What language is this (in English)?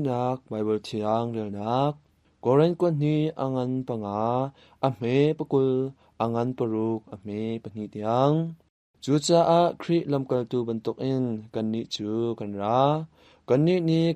Hakha Chin